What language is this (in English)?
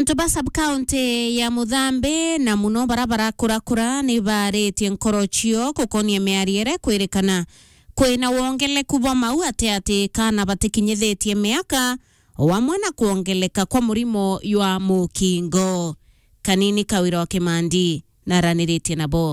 Meru